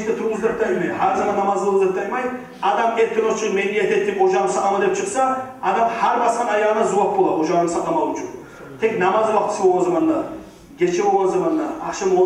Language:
Kumyk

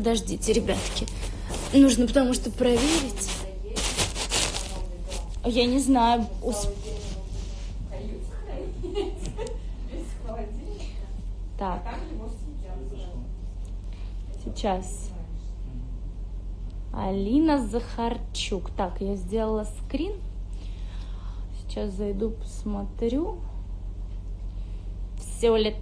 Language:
Russian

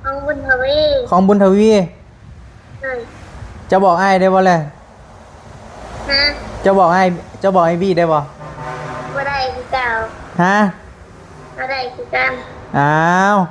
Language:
Northeastern Thai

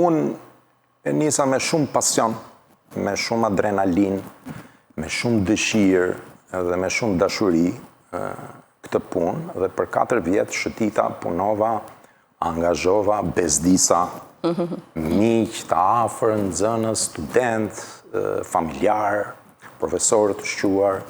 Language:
Albanian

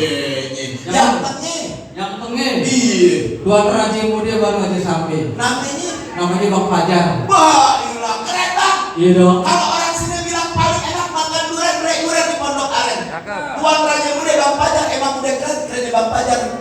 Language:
Betawi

